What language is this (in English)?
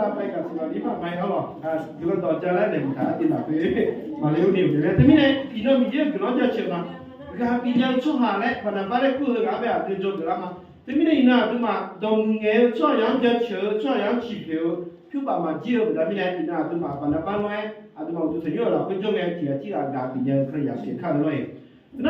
Akha